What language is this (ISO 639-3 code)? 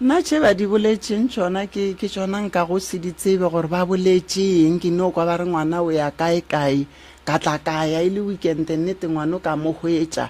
nso